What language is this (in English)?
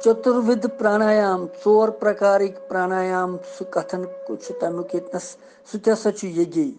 Kashmiri